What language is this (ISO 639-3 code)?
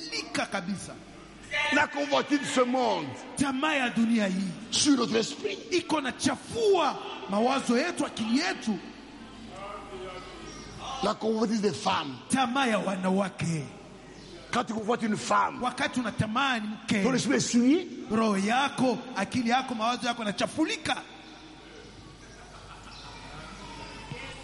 swa